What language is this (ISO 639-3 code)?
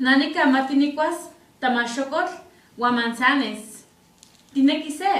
nhe